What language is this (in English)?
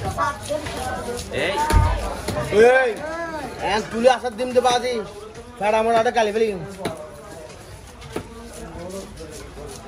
Bangla